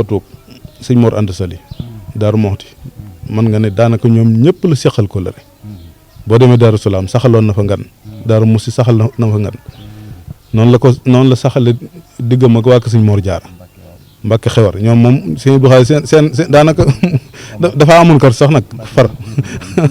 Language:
Wolof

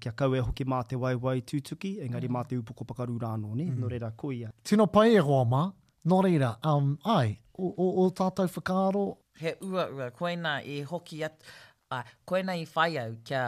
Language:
Māori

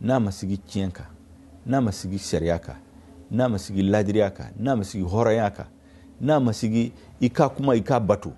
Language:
Bambara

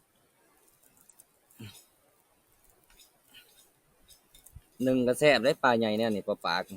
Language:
Lao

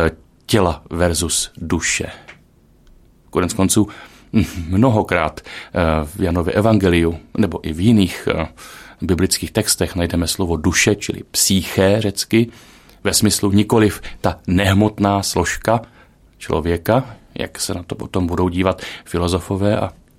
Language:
Czech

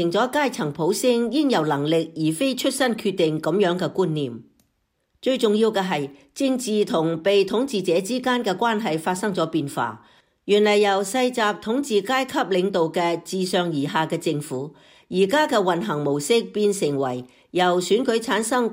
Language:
Cantonese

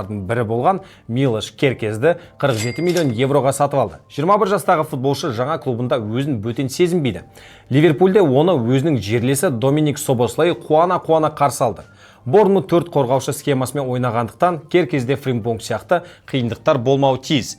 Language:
Kazakh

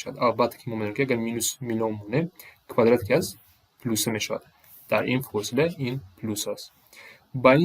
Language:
Tajik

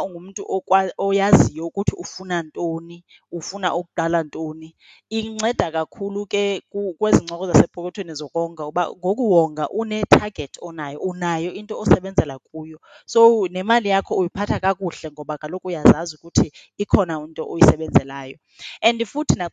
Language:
Xhosa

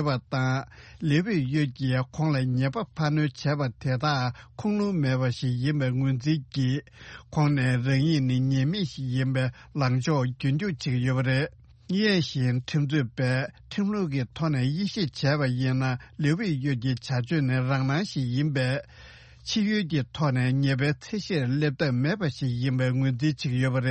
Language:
Tibetan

